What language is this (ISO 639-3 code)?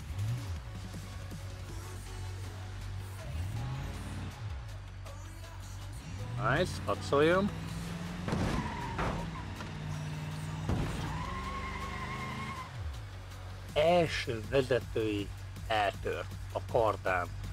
hun